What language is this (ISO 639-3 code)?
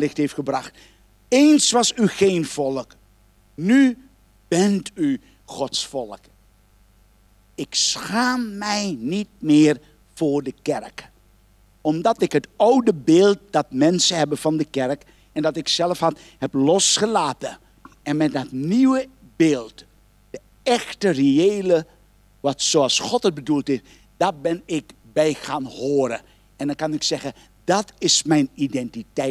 nld